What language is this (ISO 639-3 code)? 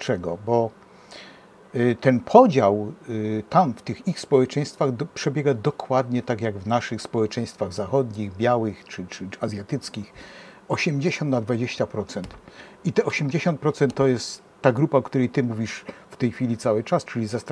pol